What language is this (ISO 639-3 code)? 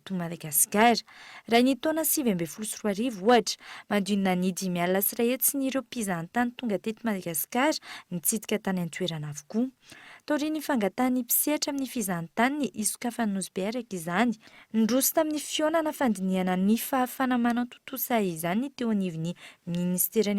mlg